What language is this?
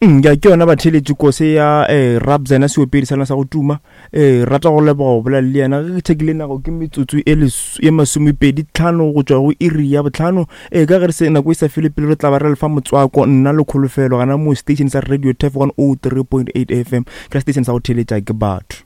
Northern Sotho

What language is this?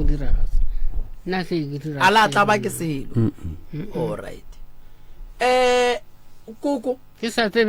Northern Sotho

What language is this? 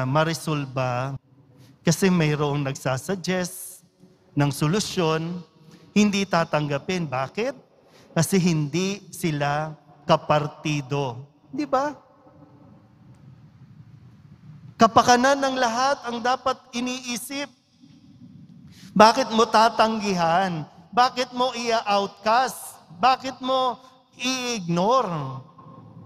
Filipino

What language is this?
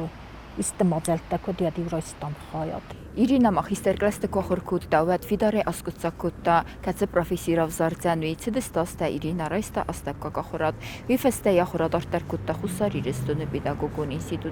Ossetic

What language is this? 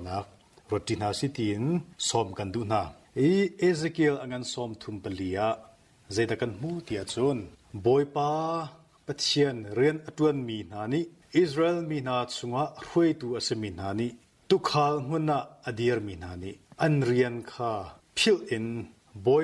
Hakha Chin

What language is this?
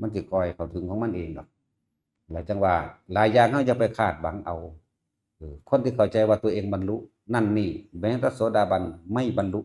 Northeastern Thai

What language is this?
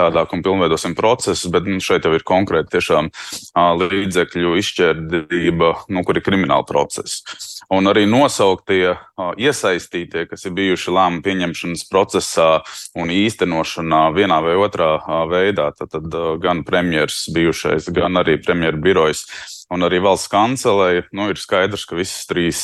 Latvian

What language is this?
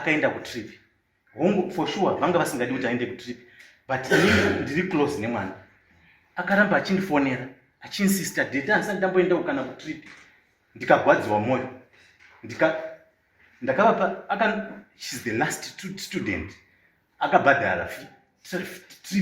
Shona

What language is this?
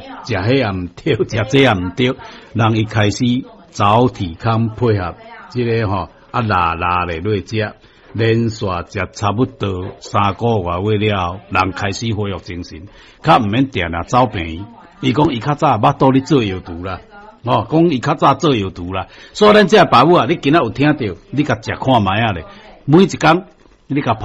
Min Nan Chinese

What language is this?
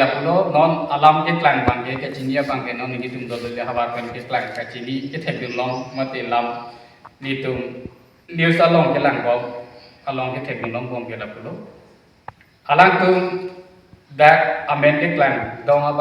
Karbi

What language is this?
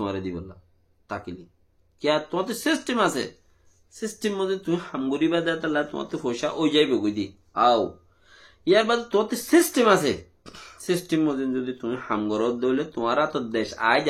Rohingya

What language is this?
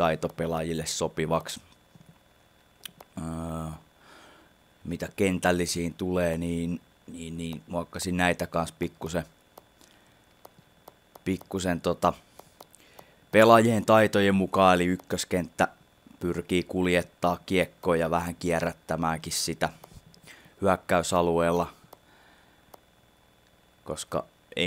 Finnish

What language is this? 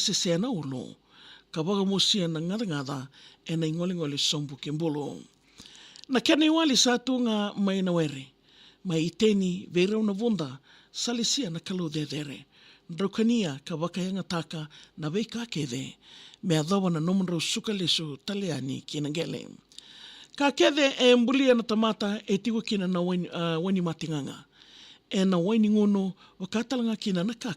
Fijian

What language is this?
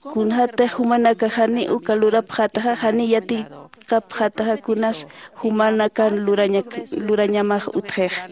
Aymara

